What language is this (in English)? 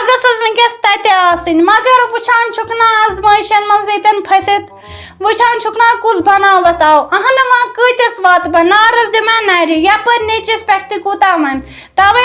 Kashmiri